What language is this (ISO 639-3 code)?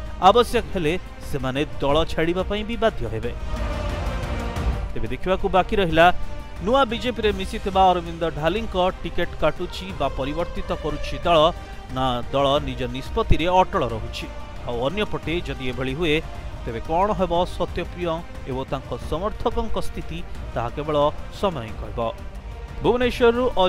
ori